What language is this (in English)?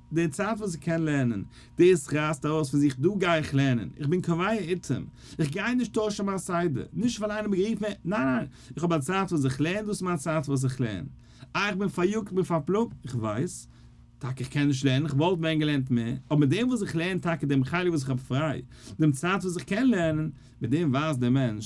Yiddish